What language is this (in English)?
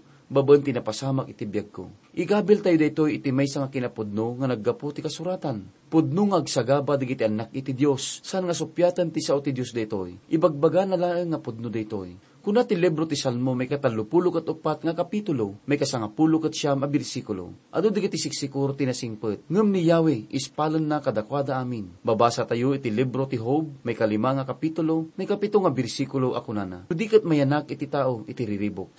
Iloko